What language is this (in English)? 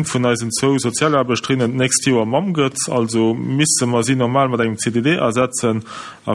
Luxembourgish